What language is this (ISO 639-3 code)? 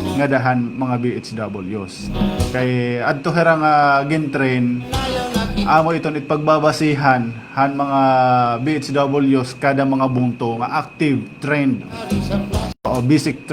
war